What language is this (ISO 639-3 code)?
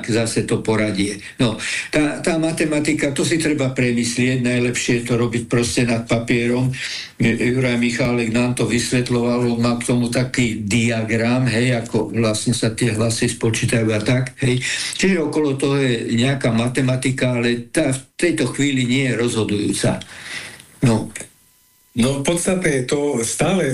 slk